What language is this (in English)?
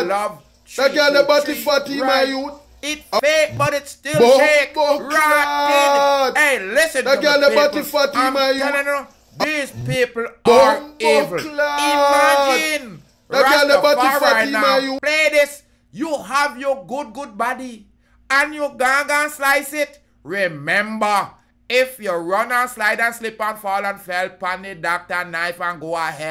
Jamaican Creole English